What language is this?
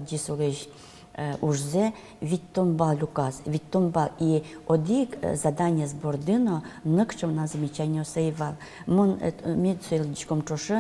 Udmurt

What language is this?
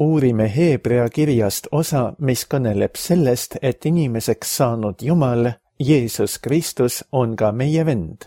Estonian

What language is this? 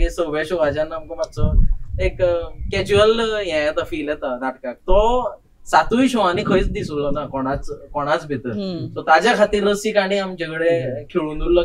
Konkani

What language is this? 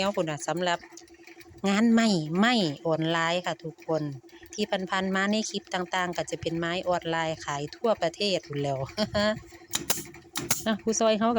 Lao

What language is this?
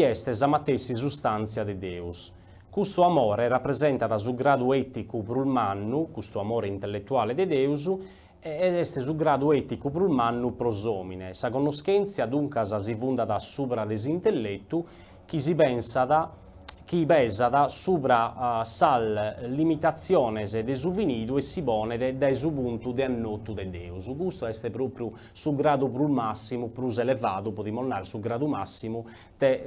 Sardinian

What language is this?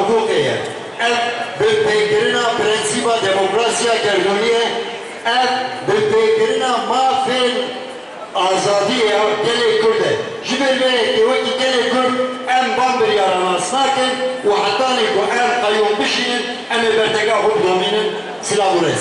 Kurdish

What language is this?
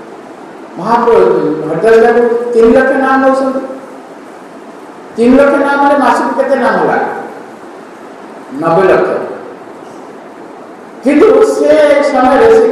Odia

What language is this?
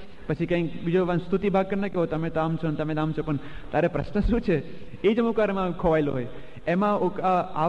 Gujarati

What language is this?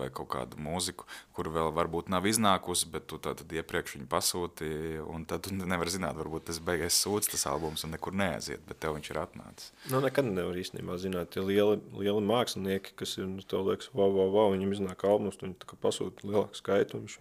Latvian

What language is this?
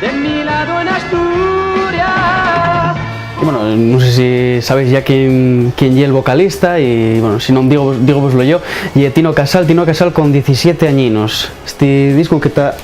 Asturian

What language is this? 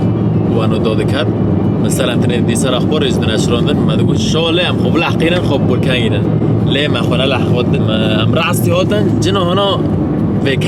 Kurdish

